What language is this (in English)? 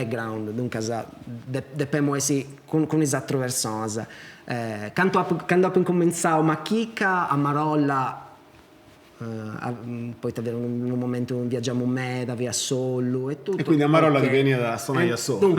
Sardinian